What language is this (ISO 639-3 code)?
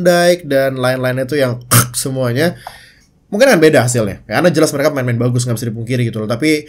ind